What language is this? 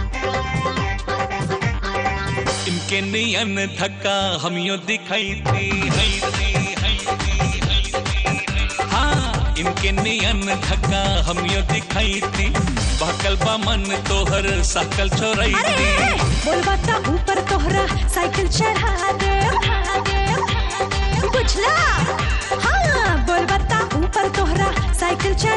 Bhojpuri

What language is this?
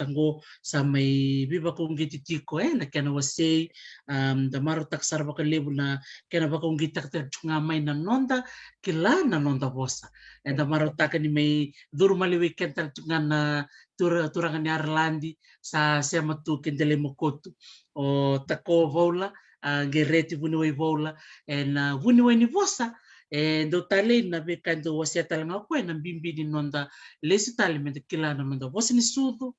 Fijian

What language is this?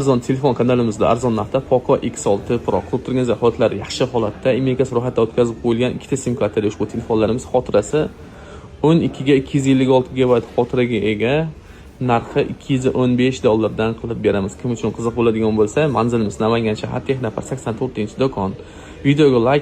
Uzbek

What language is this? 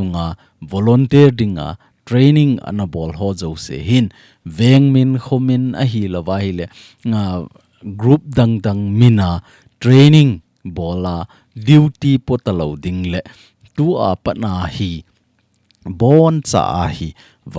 Thado Chin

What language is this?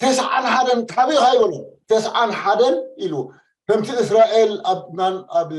Tigrinya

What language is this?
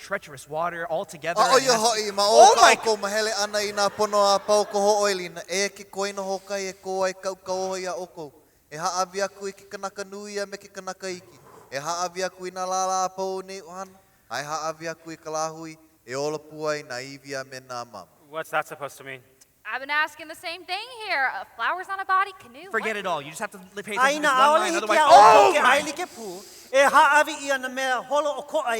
Hawaiian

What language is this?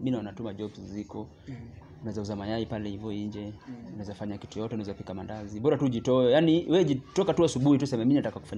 Swahili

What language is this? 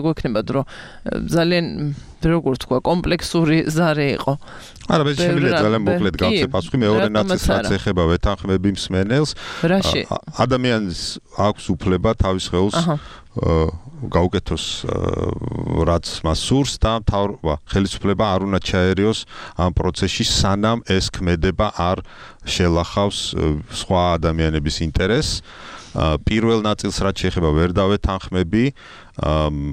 Georgian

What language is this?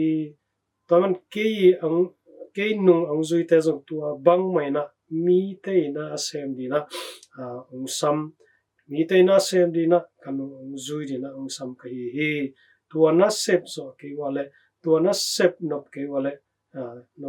Tedim Chin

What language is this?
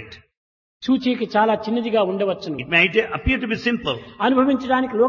Telugu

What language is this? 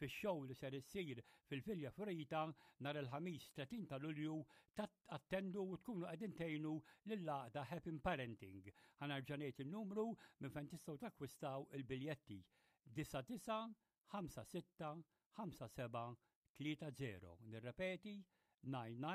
Maltese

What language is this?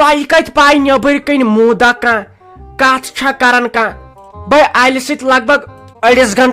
Kashmiri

